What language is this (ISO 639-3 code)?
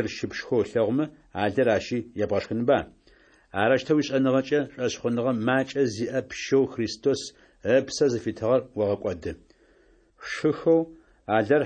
ady